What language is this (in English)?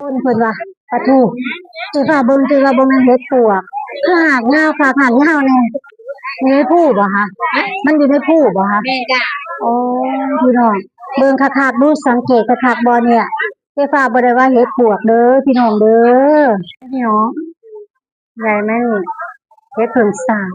Lao